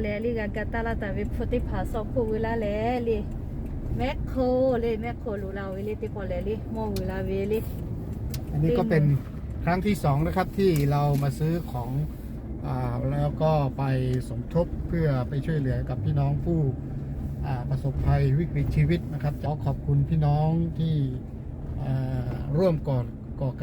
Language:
Lahu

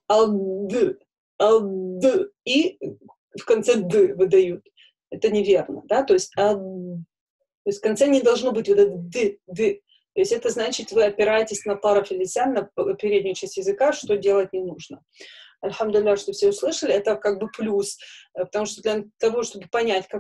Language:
Russian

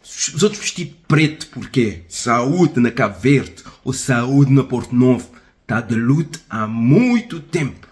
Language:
Kabuverdianu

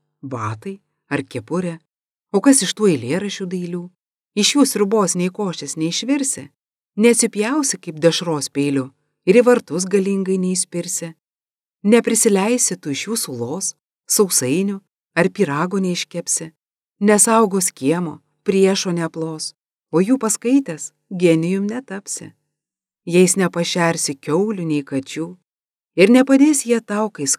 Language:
Lithuanian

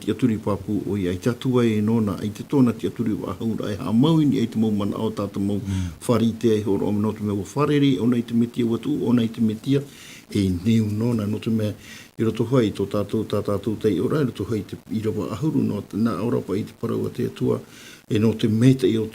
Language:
Tahitian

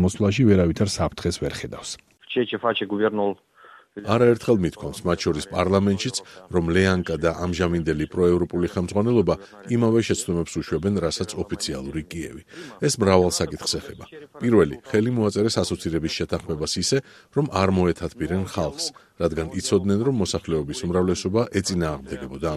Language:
Georgian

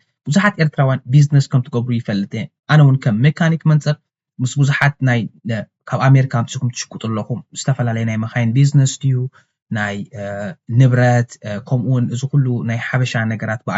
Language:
Tigrinya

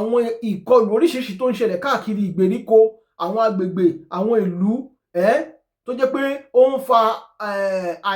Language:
Yoruba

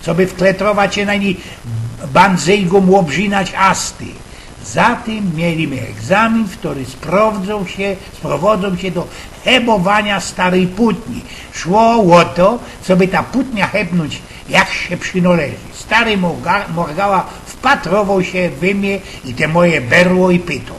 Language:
Silesian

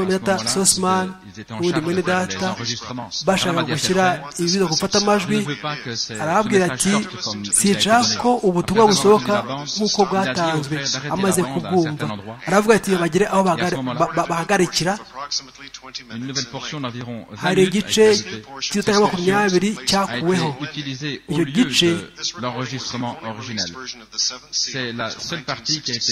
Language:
Kinyarwanda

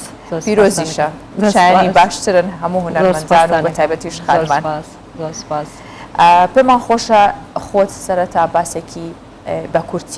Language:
Central Kurdish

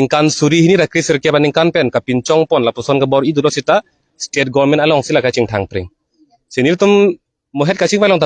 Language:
Karbi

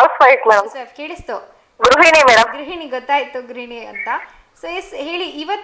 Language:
Kannada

